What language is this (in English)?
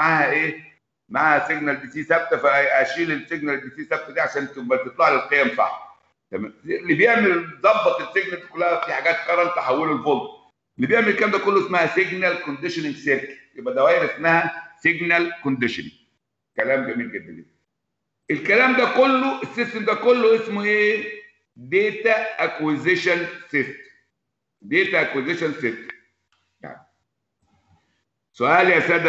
Egyptian Arabic